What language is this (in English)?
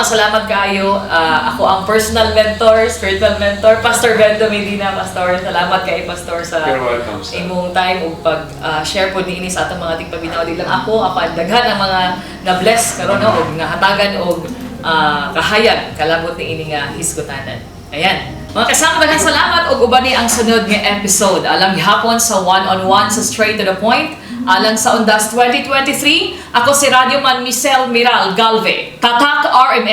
Cebuano